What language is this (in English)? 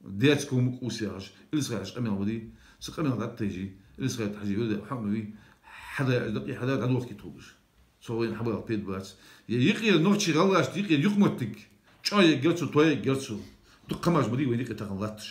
Ingush